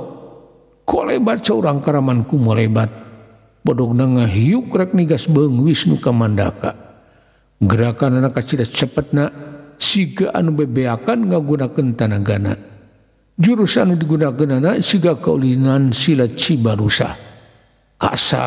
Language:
Sundanese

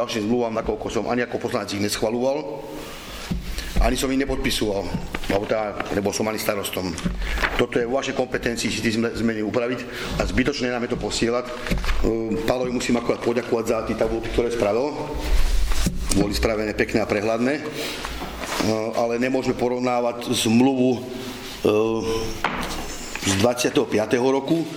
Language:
Slovak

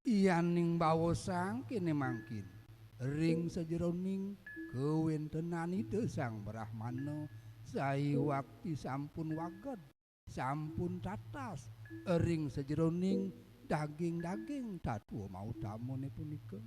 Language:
Balinese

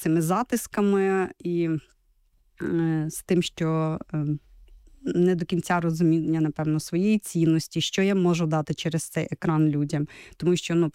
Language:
Ukrainian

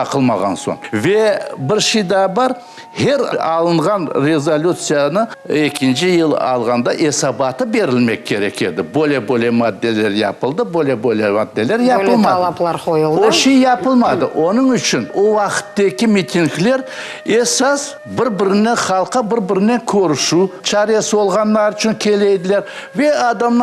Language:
Crimean Tatar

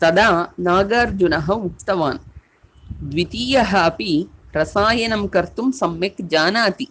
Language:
Sanskrit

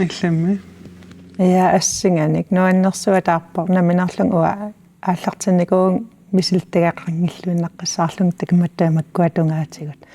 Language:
Kalaallisut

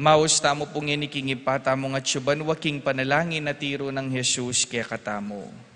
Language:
Pampanga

